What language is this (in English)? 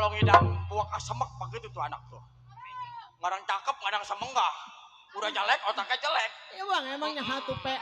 Betawi